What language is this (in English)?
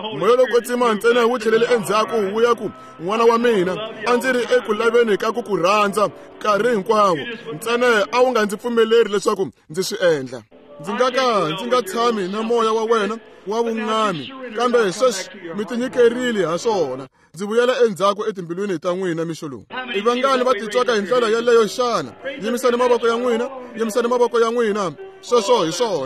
Tsonga